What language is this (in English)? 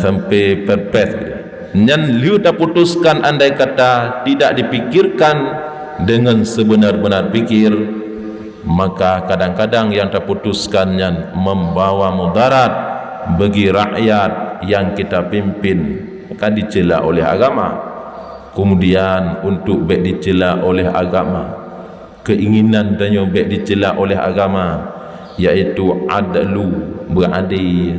Achinese